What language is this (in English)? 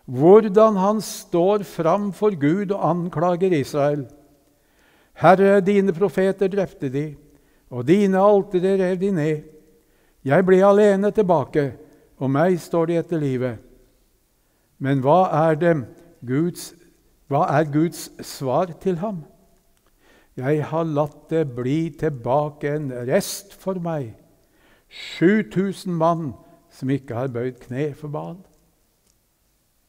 Norwegian